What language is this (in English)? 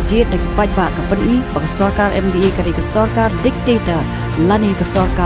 Khasi